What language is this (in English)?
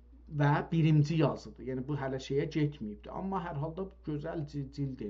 South Azerbaijani